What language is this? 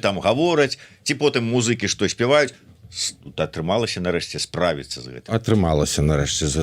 Belarusian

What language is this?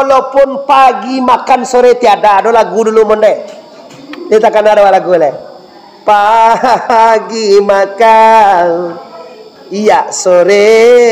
Minangkabau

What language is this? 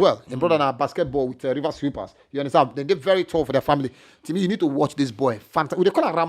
Nigerian Pidgin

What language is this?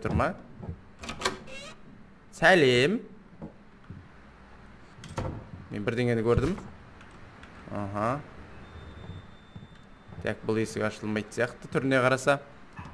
Kazakh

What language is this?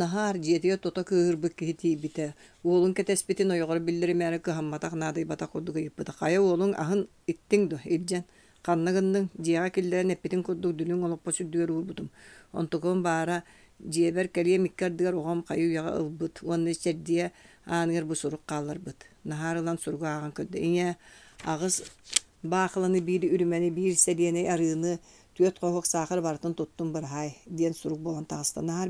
Yakut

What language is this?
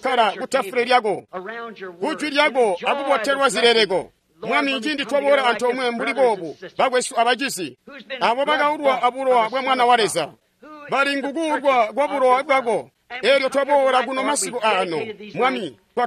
Tonga (Zambia)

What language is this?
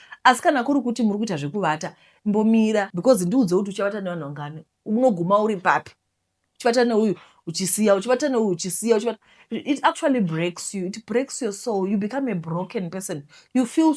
Shona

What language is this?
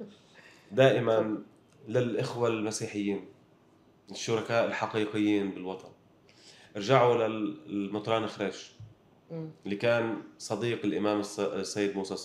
North Levantine Arabic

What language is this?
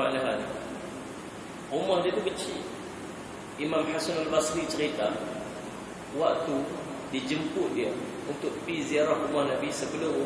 Malay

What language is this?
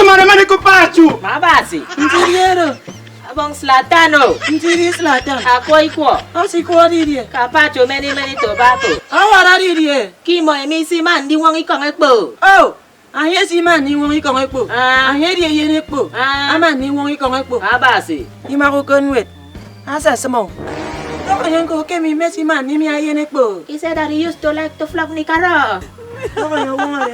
Efik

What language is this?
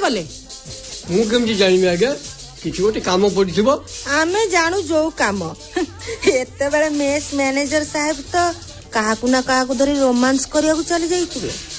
Odia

